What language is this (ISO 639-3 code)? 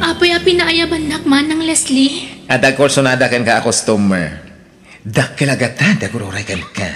ilo